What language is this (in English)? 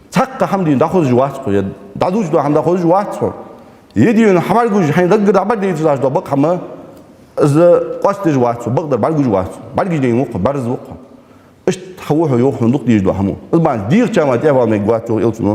Ingush